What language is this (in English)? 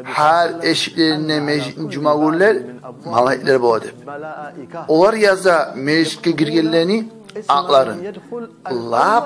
Kumyk